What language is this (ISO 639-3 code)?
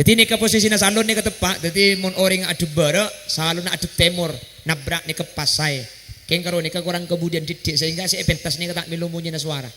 mad